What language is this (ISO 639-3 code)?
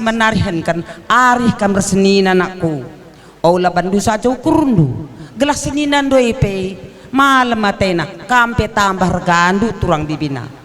btx